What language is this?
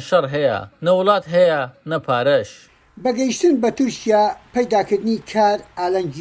Central Kurdish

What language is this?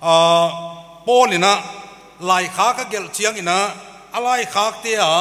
Paite Chin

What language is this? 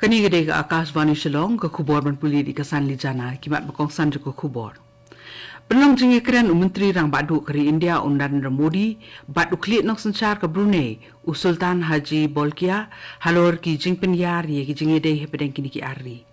Khasi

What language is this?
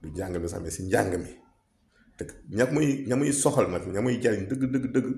Wolof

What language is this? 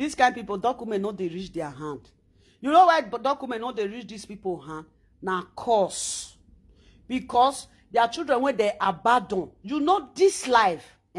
Nigerian Pidgin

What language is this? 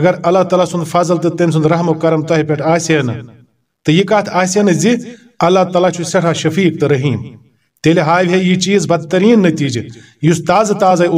Kashmiri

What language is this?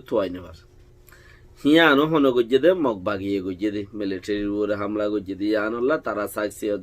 Rohingya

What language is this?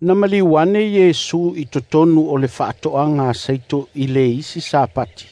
Samoan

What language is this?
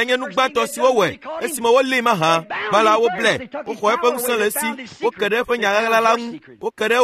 Ewe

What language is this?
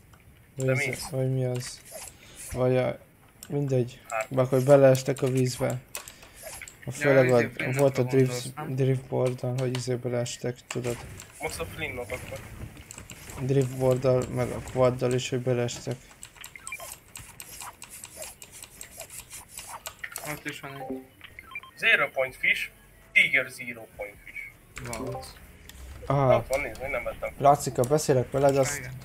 Hungarian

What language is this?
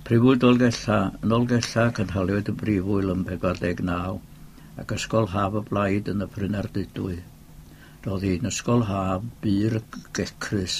Welsh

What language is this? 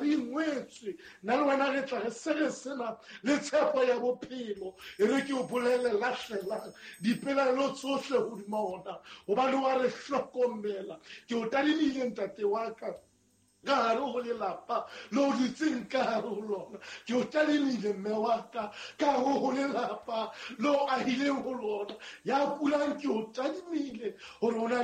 Southern Sotho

